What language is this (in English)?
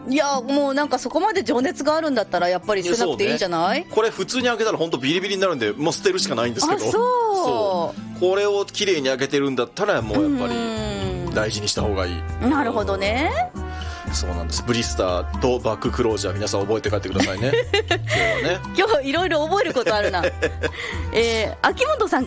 Japanese